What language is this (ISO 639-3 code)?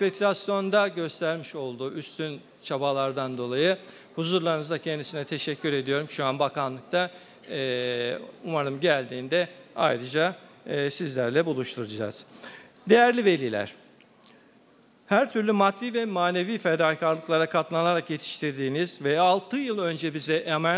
tur